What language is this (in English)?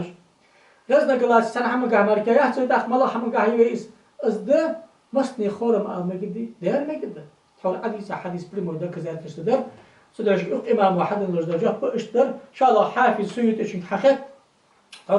Ingush